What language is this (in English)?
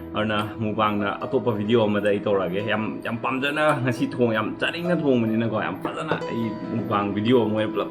Manipuri